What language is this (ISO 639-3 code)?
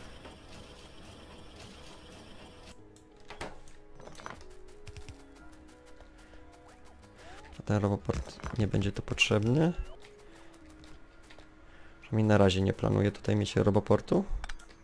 pol